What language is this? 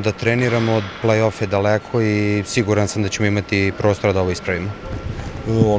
Serbian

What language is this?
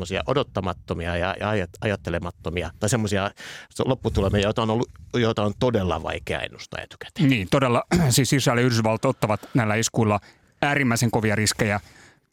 Finnish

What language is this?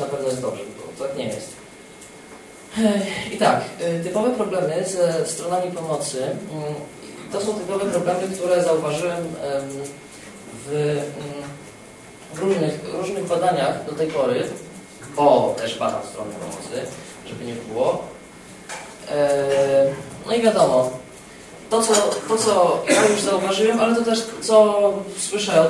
Polish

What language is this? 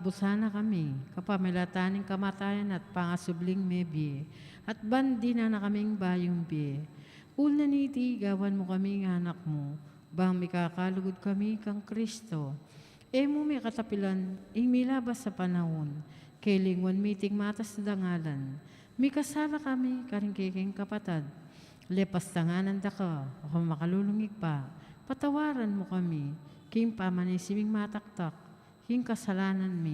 Pampanga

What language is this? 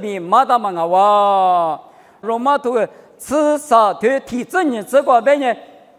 Lisu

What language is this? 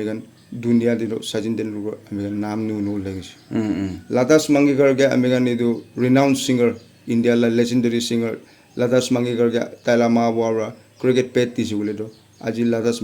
Naga Pidgin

